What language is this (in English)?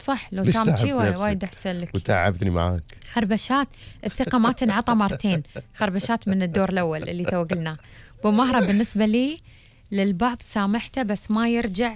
Gulf Arabic